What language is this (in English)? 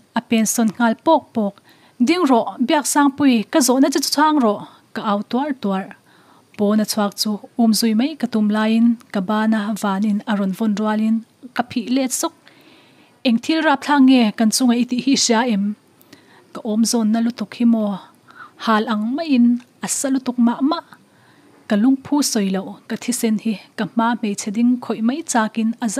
Mizo